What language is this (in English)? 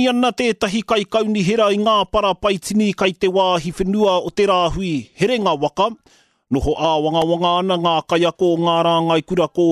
Māori